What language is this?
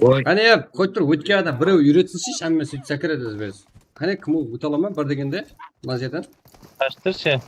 Kara-Kalpak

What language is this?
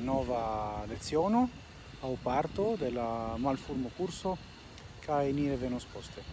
Esperanto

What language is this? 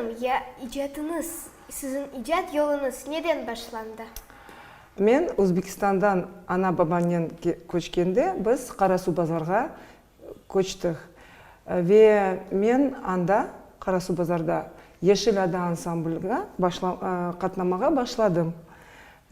Crimean Tatar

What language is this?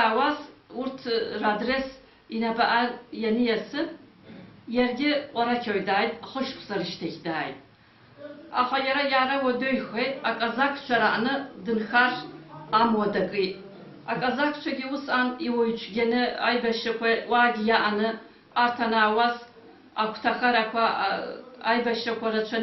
Abkhazian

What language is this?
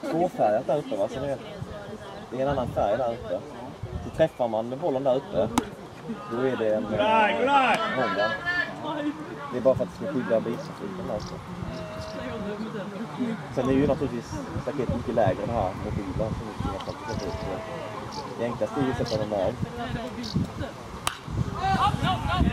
Swedish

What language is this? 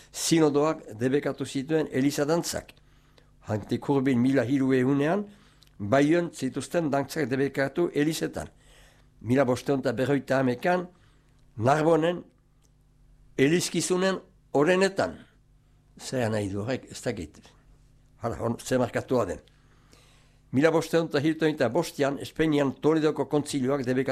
Basque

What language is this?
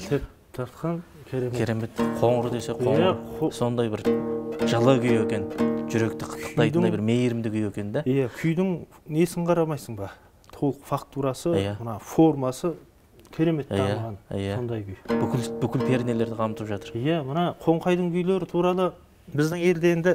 Kazakh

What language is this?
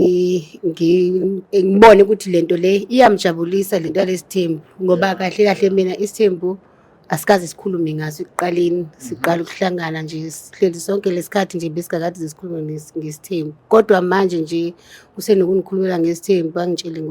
Zulu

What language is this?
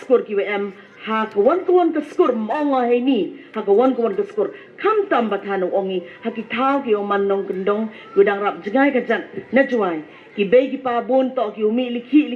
Pnar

